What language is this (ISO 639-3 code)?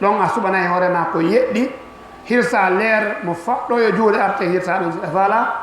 ful